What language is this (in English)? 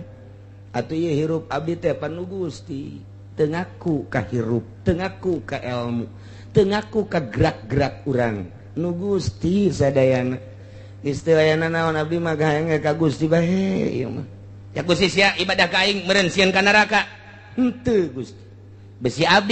Sundanese